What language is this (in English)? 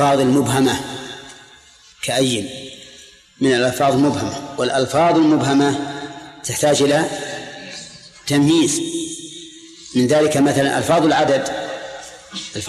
Arabic